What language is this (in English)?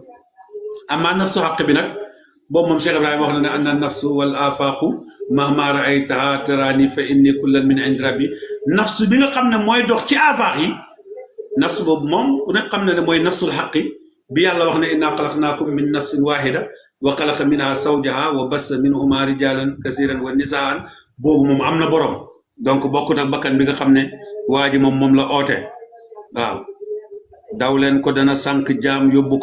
Wolof